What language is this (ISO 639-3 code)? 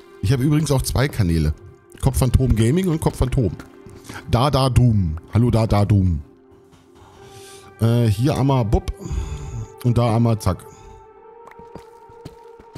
deu